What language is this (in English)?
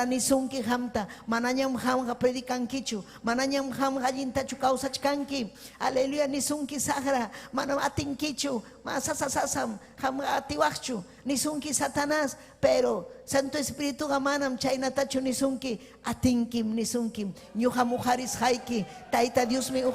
Ayacucho Quechua